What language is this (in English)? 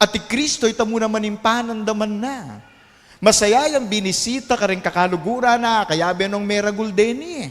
Pampanga